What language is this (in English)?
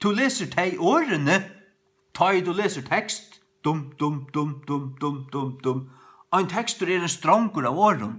Faroese